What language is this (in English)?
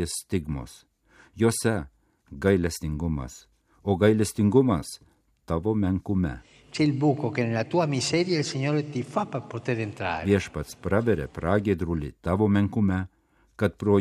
Lithuanian